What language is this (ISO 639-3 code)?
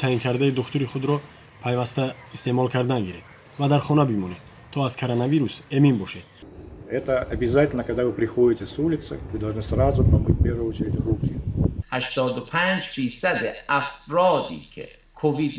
tgk